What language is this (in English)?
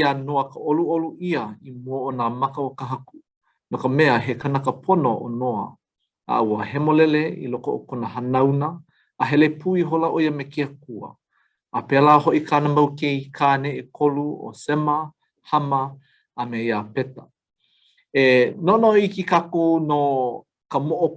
Hawaiian